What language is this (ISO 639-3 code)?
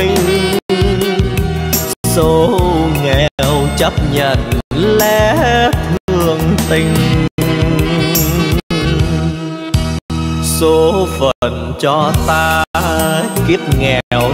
vie